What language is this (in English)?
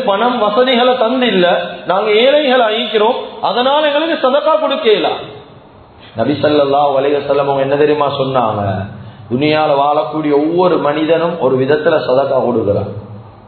Tamil